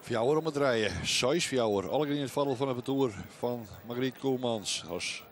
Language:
Western Frisian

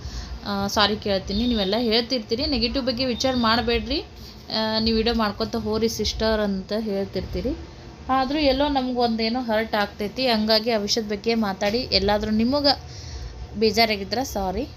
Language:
Kannada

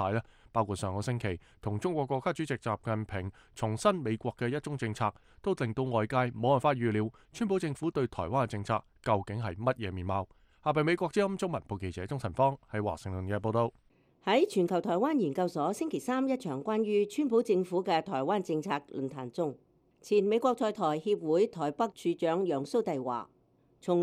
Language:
Cantonese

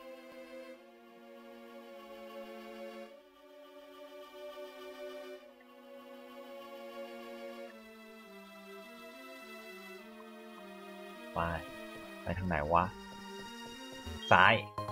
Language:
Thai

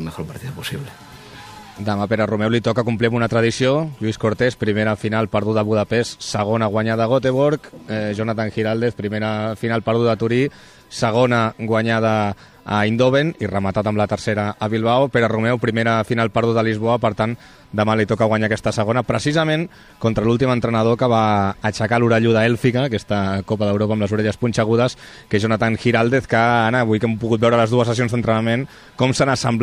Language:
Catalan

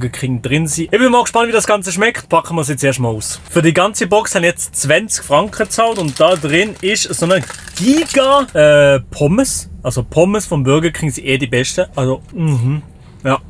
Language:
Swiss German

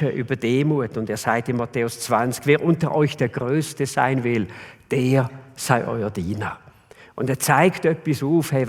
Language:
Swiss German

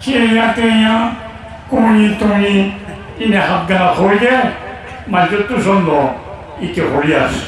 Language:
Rohingya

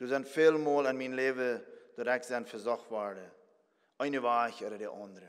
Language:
Plautdietsch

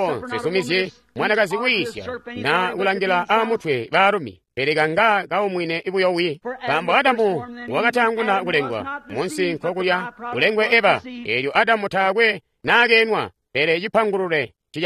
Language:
Tonga (Zambia)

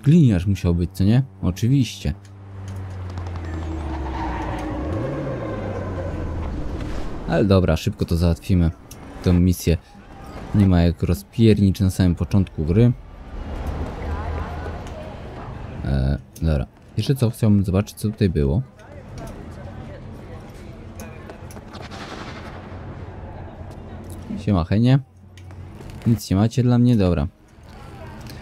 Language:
Polish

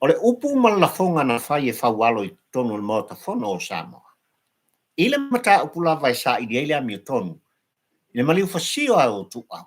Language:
Samoan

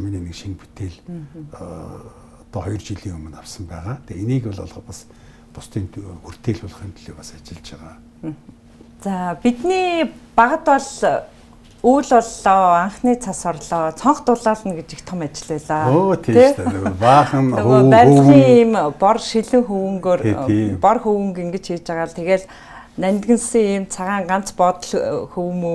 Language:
Mongolian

